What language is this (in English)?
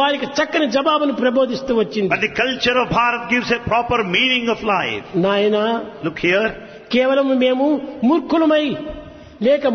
Telugu